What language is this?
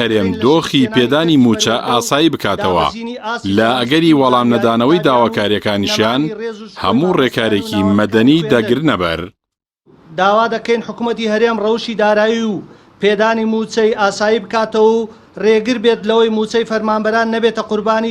Central Kurdish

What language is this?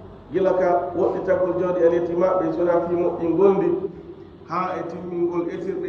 Fula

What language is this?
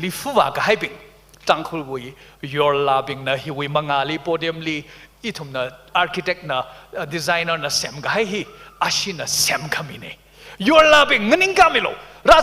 Tangkhul Naga (India)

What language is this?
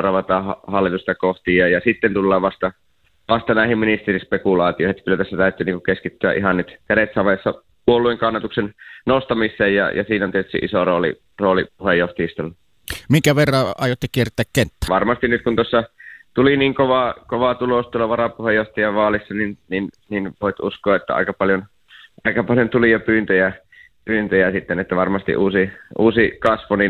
Finnish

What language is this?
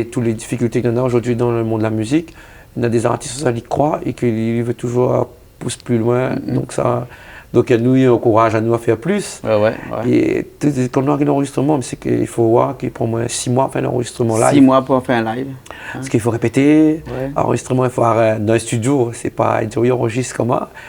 Réunion Creole French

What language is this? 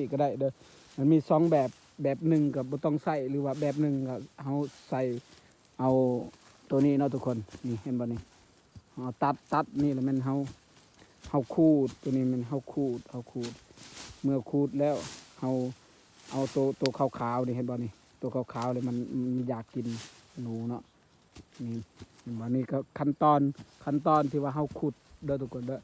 Lao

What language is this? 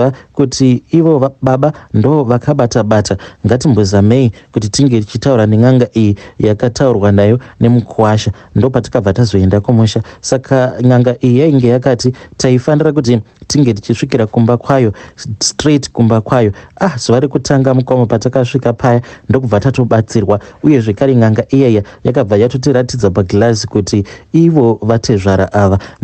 Shona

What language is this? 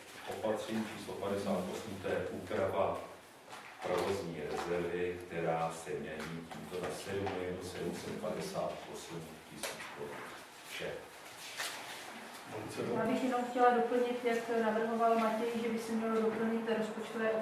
Czech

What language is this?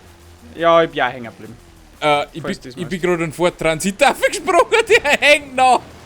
Bavarian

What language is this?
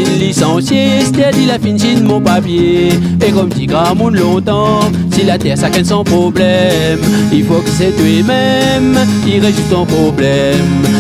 Réunion Creole French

